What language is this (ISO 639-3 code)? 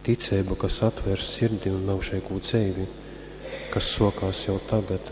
ltg